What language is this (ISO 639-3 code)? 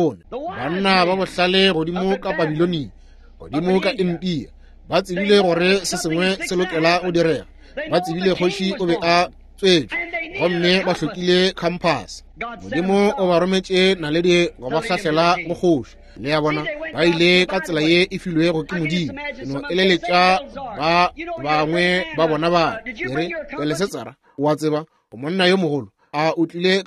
nso